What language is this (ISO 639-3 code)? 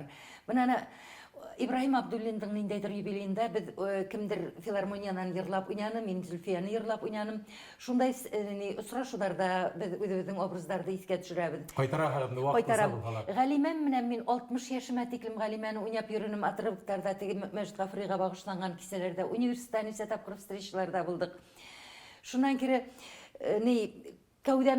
bak